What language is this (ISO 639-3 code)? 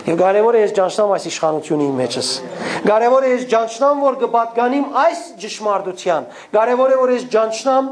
hyw